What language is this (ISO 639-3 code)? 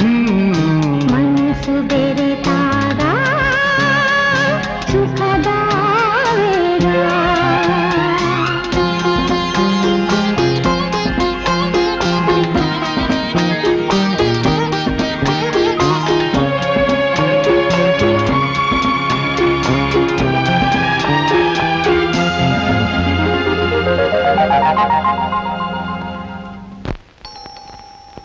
kan